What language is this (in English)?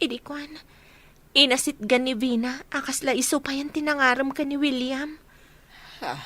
Iloko